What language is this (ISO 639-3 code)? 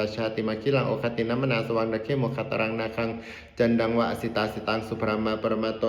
pli